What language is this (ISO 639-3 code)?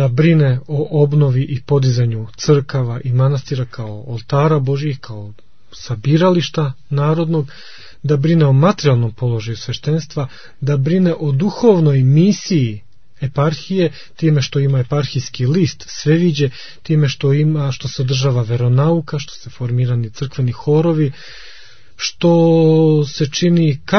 srp